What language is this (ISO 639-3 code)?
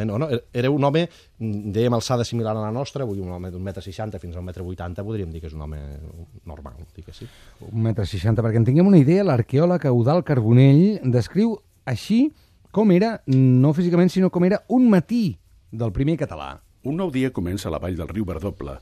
cat